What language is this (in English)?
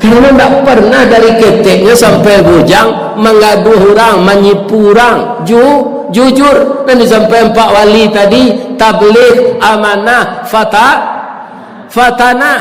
Minangkabau